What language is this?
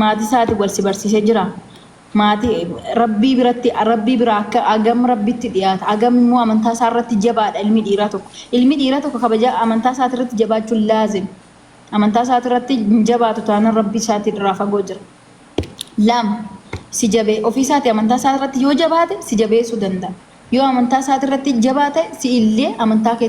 Oromo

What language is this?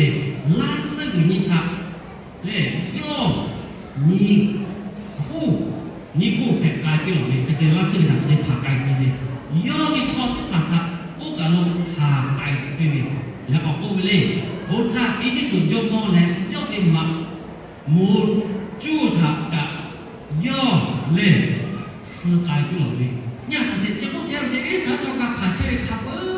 Lahu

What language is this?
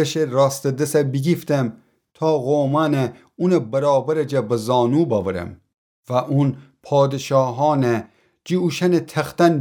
Gilaki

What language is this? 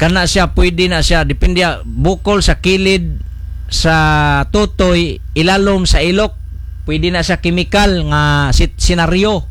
Cebuano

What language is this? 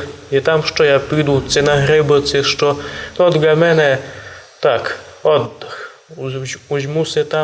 Rusyn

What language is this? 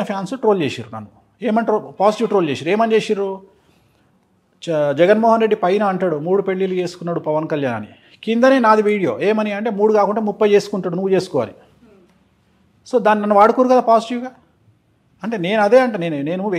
Telugu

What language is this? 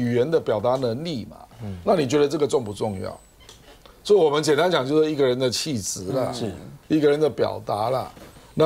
Chinese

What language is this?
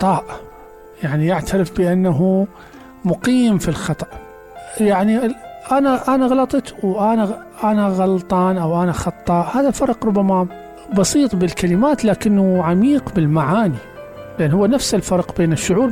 Mesopotamian Arabic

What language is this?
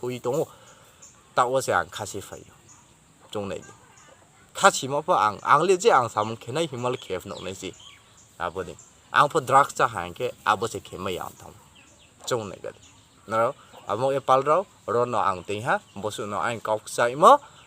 Riang (India)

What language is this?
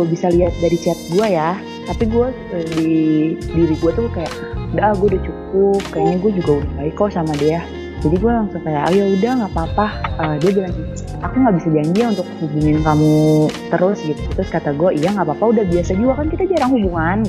Indonesian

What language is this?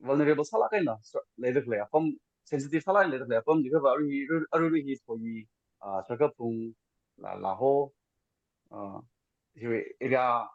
Tangkhul Naga (India)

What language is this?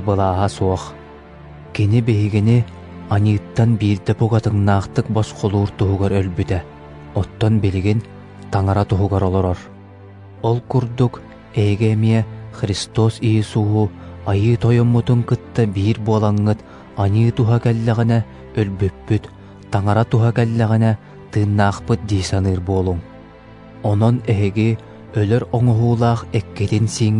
Yakut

